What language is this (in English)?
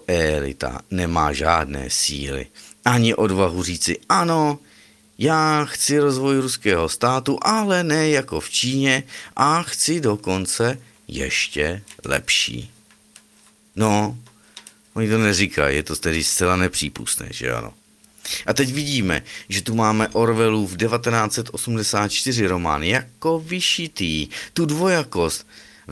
Czech